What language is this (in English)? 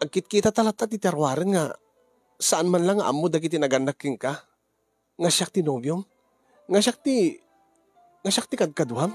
Iloko